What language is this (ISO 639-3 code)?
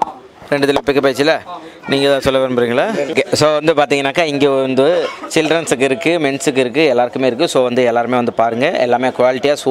tam